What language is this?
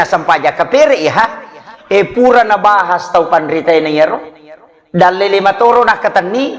Buginese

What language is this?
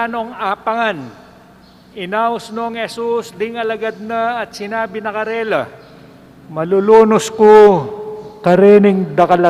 Pampanga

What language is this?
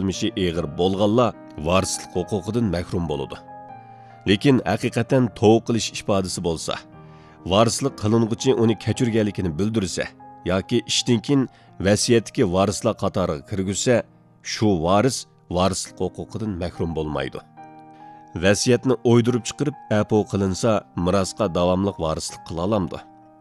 Uyghur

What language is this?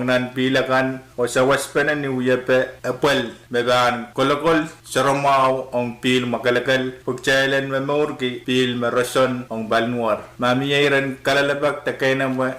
Pohnpeian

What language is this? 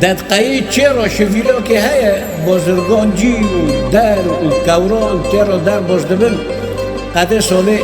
Kurdish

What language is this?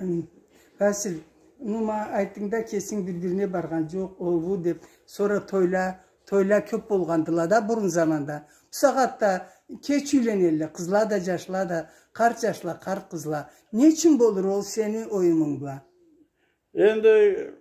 Karachay-Balkar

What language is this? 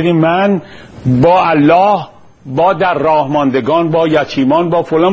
Persian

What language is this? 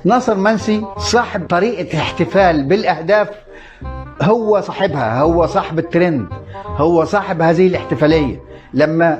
Egyptian Arabic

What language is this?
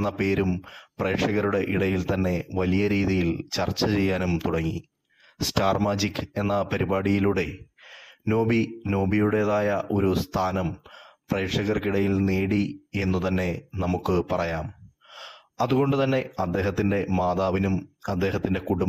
Malayalam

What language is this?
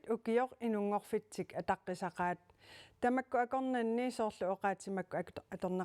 Kalaallisut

